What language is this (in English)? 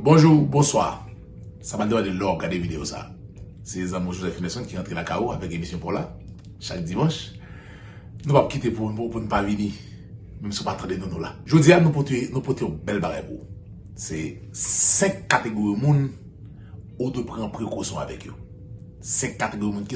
Haitian Creole